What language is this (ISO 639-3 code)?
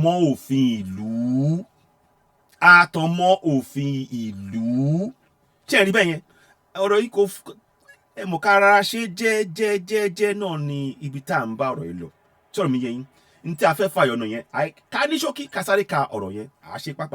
yor